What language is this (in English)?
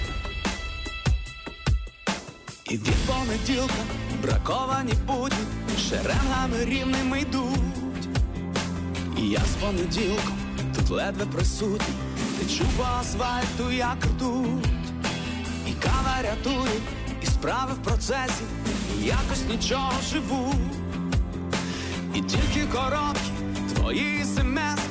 Ukrainian